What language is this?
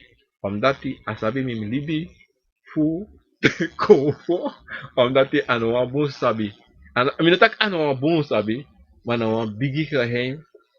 Sranan Tongo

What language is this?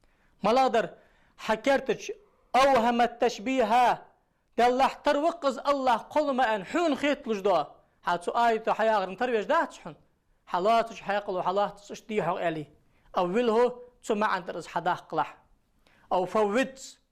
Ingush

